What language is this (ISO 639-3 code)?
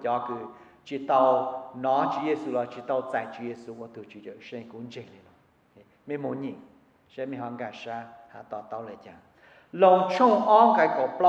vie